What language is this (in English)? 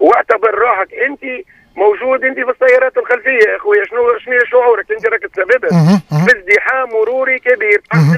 Tunisian Arabic